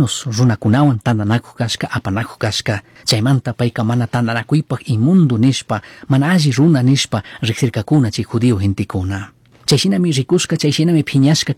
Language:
Chimborazo Highland Quichua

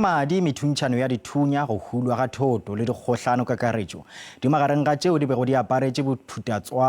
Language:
Northern Sotho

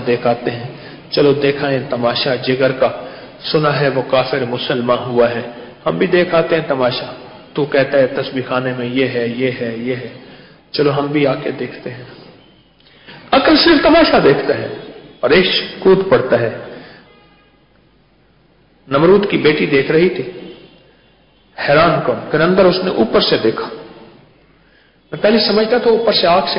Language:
Urdu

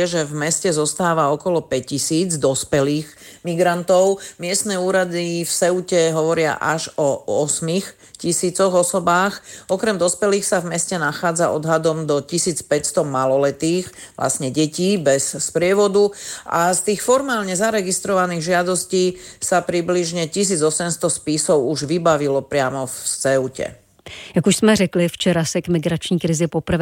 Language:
Slovak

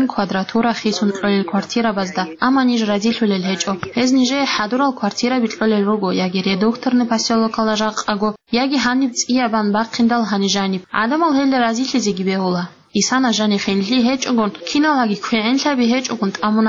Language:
Avaric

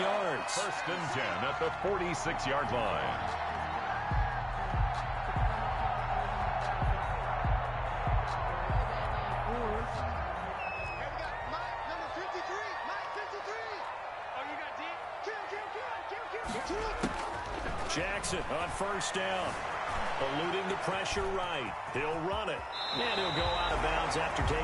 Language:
English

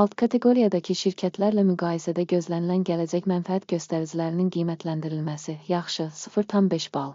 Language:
Azerbaijani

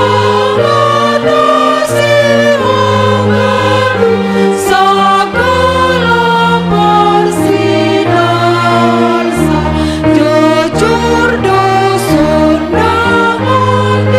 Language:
Batak Simalungun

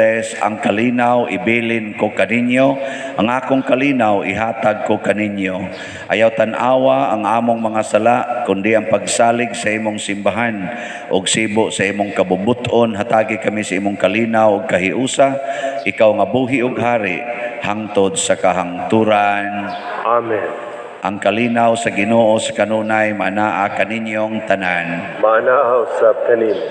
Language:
Cebuano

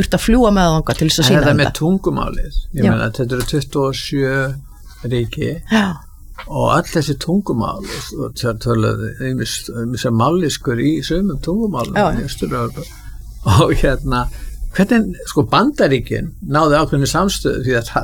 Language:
Icelandic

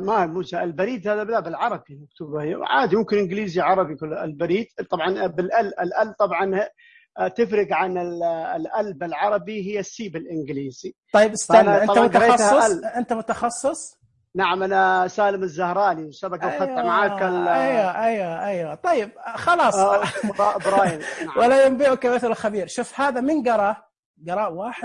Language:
Najdi Arabic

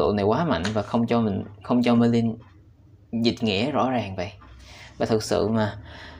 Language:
Vietnamese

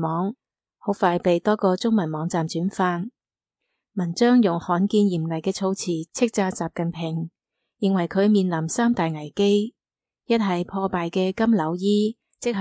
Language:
Cantonese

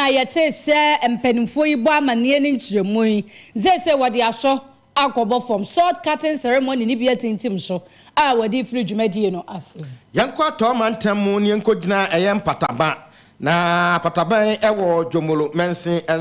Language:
Akan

